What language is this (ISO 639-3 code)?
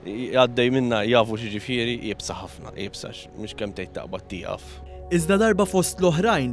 mlt